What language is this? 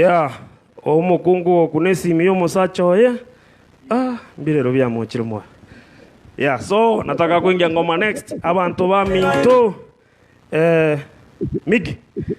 Gusii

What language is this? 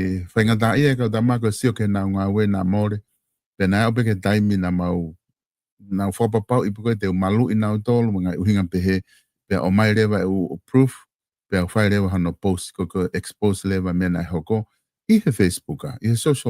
Tongan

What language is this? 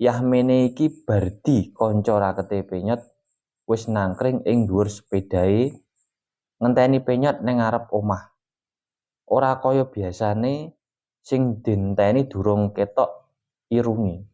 Javanese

